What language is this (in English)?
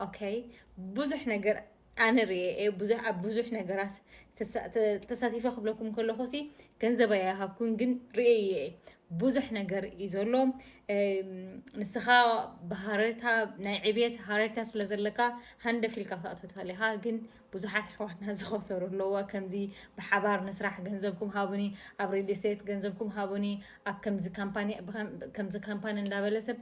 Tigrinya